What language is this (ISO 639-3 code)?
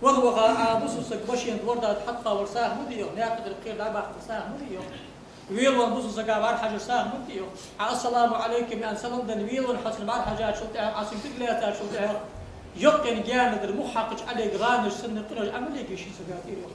inh